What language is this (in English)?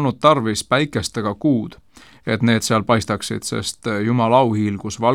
Estonian